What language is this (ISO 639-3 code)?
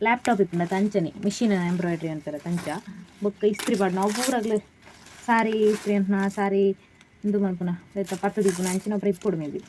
tcy